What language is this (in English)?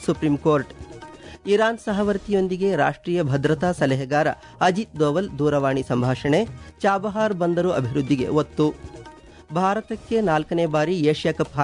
Kannada